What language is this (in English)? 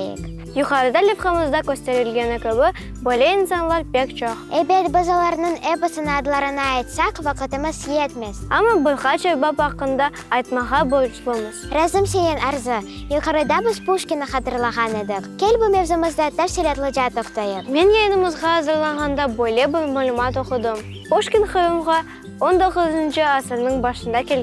Crimean Tatar